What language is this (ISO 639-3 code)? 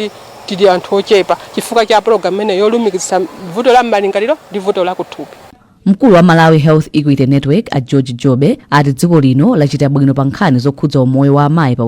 nya